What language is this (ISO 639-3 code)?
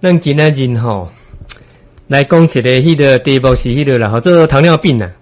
nan